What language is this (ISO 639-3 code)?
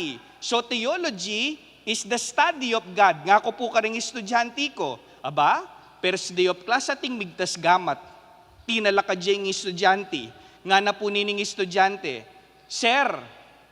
pam